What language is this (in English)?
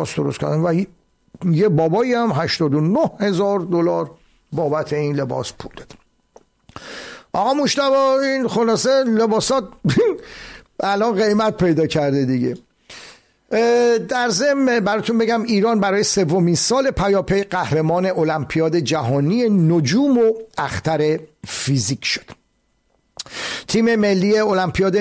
Persian